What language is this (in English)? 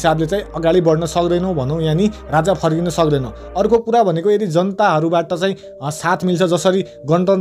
Nepali